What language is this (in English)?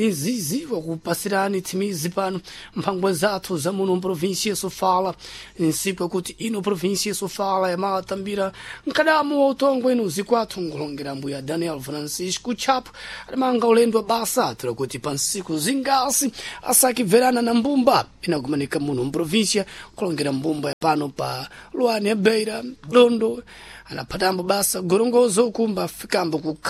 Sena